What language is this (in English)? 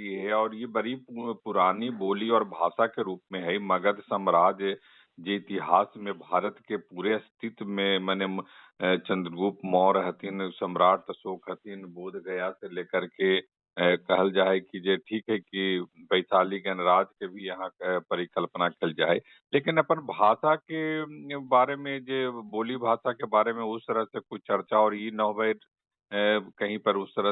Magahi